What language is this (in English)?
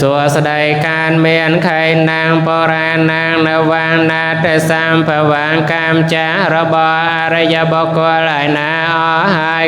Khmer